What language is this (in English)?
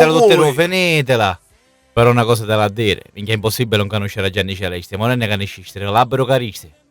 Sicilian